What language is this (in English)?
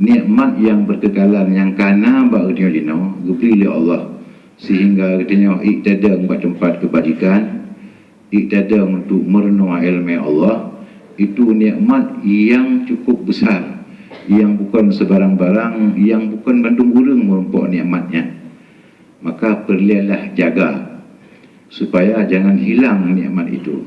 Achinese